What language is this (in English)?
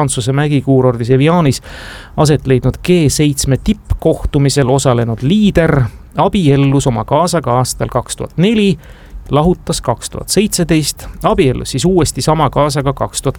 Estonian